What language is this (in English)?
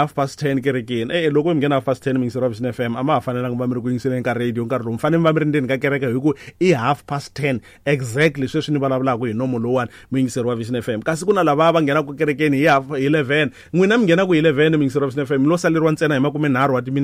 Tsonga